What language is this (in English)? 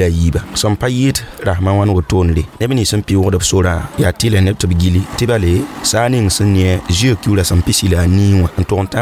Mossi